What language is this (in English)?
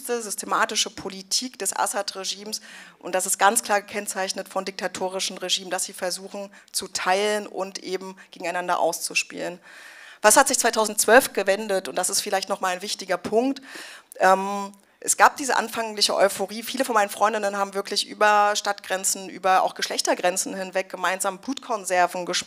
German